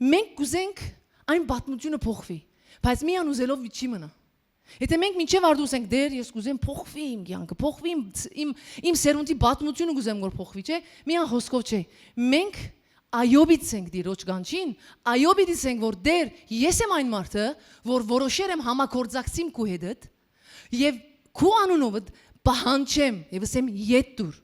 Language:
Western Armenian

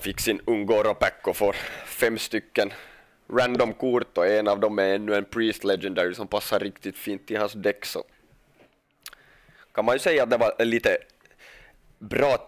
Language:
Swedish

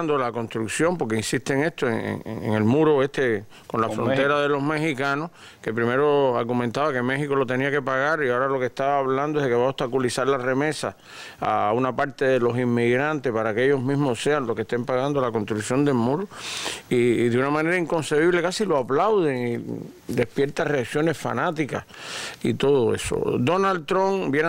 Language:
Spanish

